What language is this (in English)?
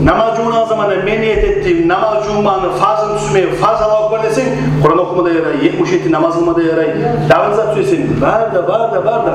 Kumyk